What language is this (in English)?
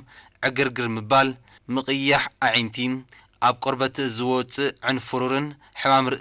Tigrinya